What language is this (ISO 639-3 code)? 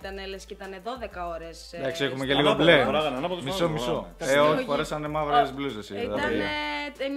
ell